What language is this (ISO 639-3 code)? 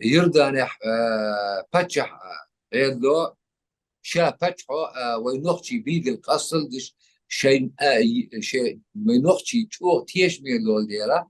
che